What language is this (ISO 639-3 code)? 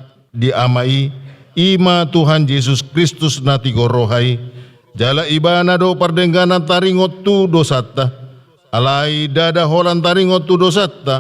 bbc